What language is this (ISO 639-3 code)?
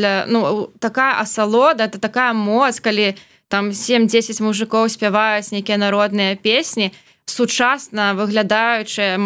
bel